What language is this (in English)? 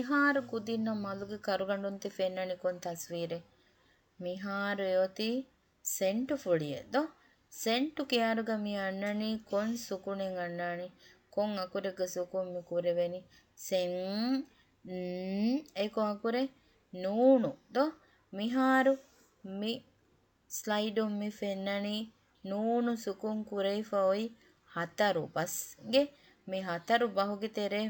Divehi